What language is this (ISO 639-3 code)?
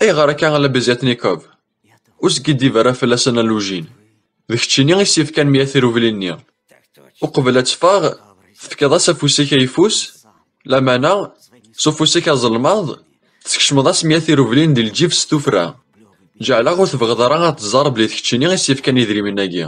kab